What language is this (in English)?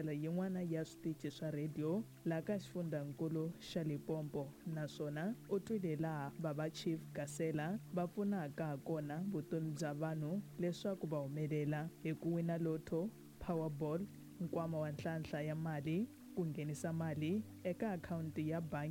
Tsonga